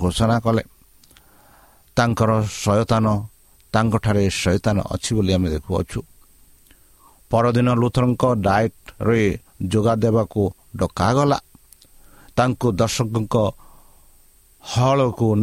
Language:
Odia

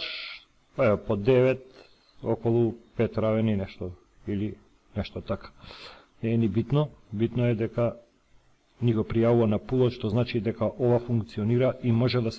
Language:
Macedonian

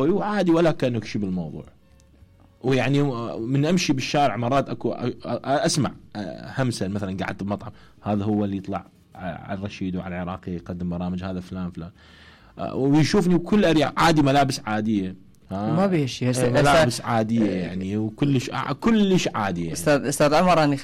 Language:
Mesopotamian Arabic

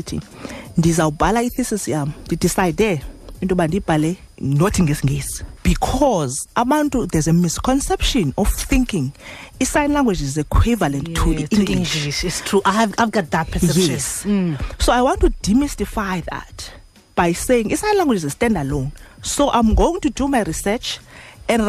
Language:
Xhosa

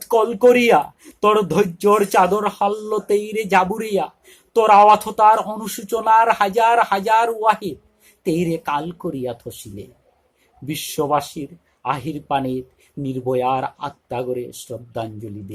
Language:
Bishnupriya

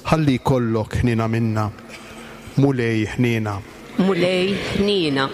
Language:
Maltese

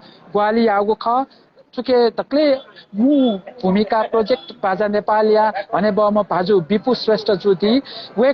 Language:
Newari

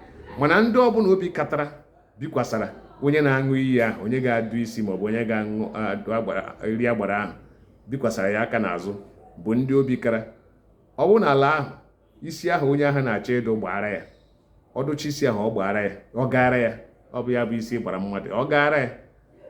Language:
Igbo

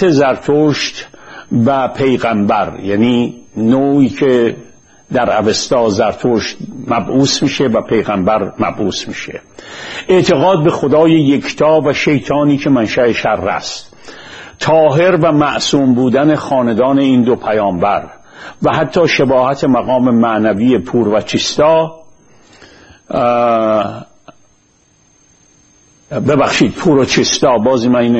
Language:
Persian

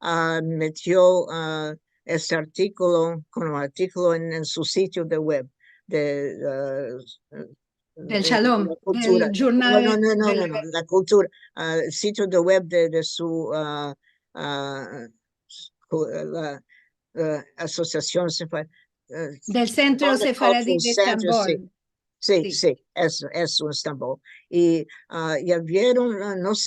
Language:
Ladino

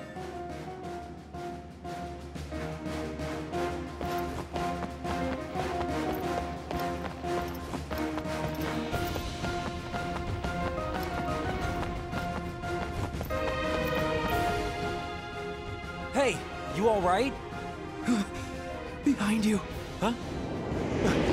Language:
English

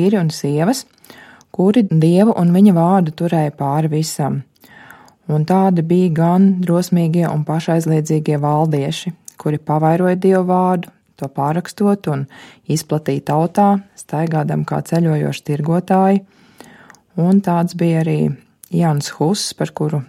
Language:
Latvian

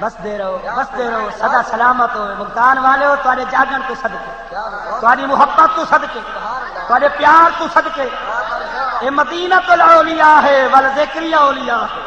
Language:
Saraiki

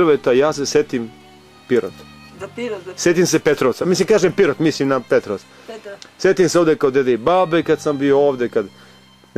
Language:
Serbian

